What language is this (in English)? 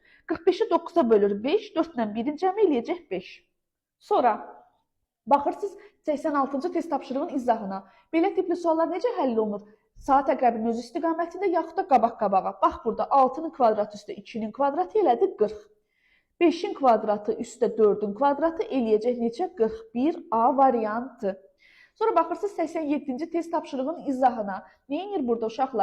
Azerbaijani